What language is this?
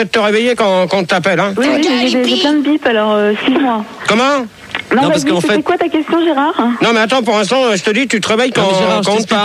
French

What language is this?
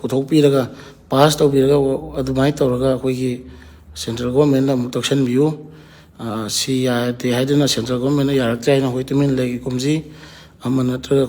Manipuri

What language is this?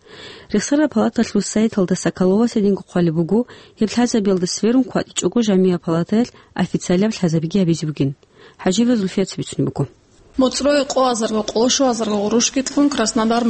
Avaric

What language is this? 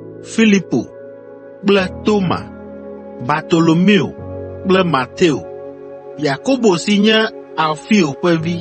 Ewe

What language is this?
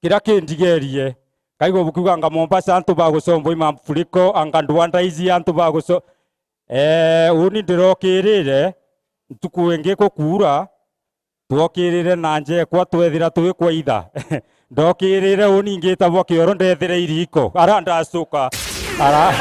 Meru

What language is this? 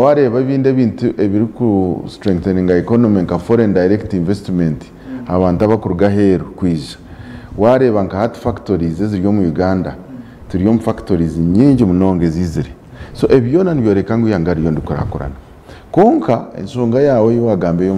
Nyankole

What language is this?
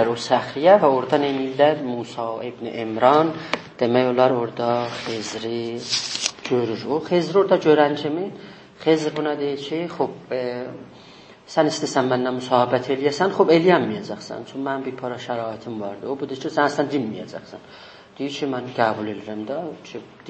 South Azerbaijani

